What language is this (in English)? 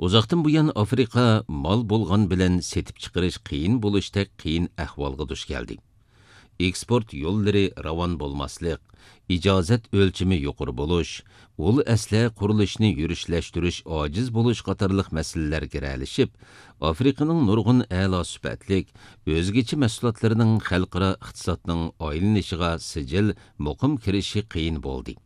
Uyghur